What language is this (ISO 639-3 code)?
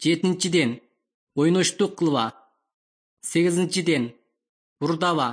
kir